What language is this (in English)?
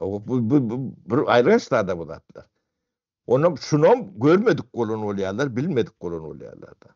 Turkmen